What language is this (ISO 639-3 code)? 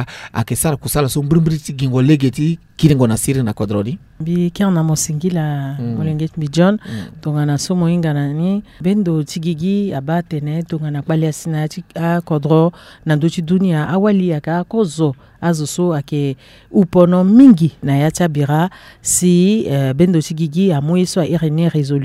sag